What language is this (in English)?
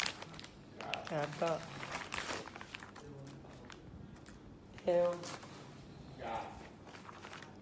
Thai